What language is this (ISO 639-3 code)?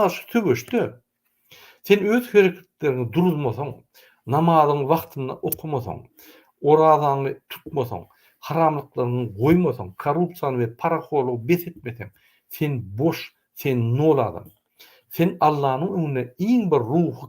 tuk